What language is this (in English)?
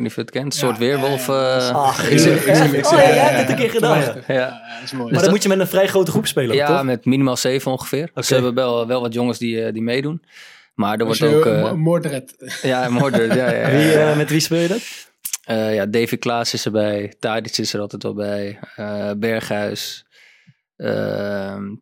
Dutch